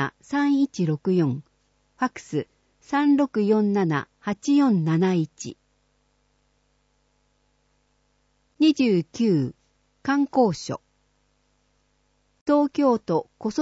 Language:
Japanese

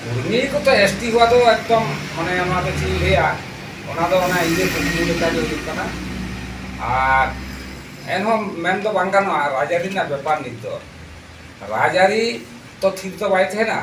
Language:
Santali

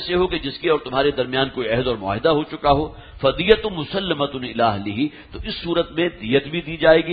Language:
Urdu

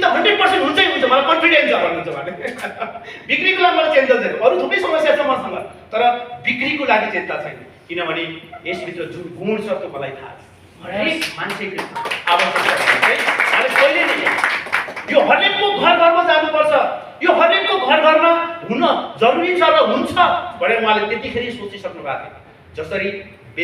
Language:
Nepali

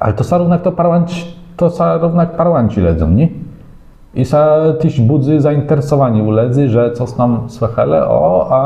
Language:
Kashubian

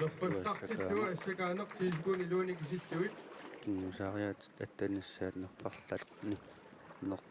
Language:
Kalaallisut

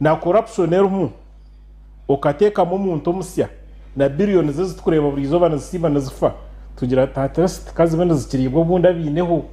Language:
Nyankole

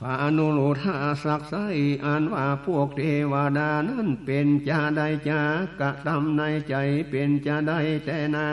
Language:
Northern Thai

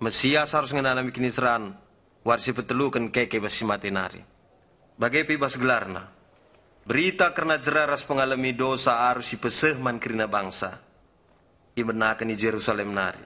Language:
Batak Karo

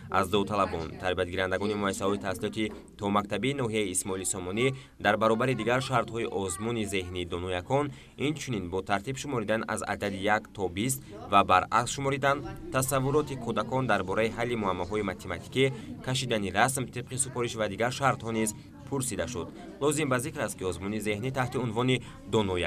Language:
Tajik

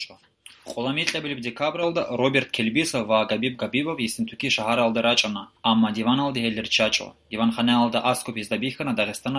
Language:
Avaric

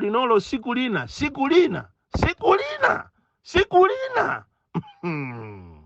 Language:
Nyanja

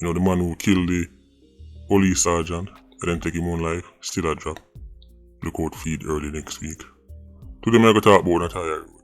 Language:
Jamaican Creole English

